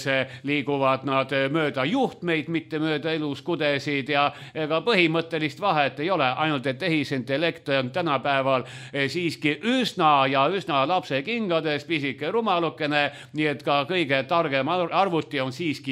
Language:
Estonian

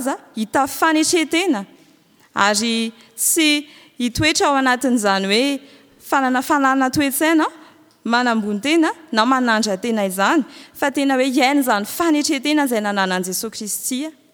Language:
Malagasy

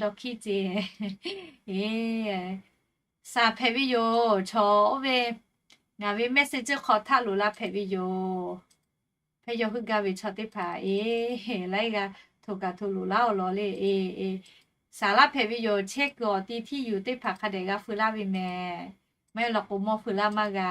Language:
Lahu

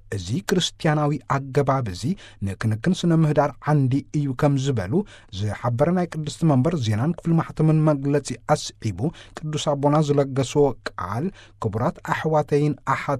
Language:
Tigrinya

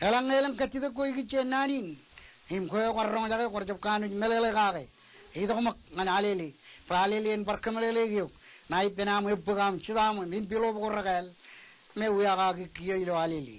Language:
Marshallese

